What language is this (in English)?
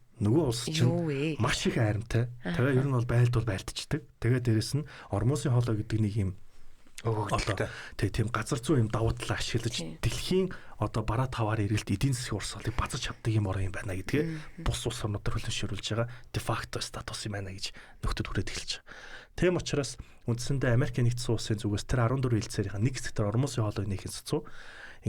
Mongolian